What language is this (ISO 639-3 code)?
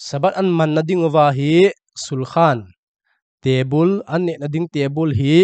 tcz